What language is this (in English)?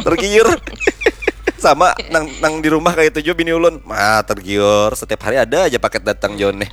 Banjar